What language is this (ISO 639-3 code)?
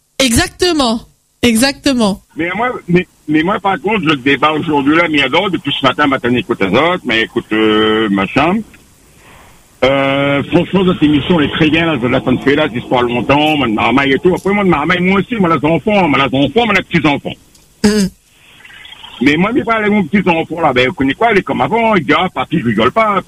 fra